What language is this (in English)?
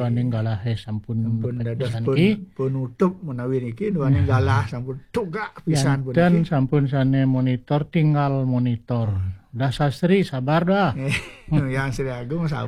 Balinese